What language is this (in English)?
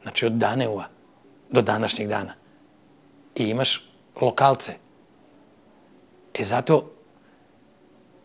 Serbian